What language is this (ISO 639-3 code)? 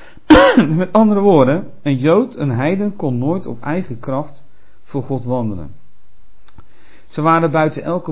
nld